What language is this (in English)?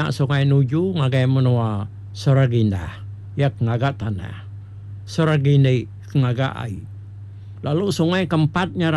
Iban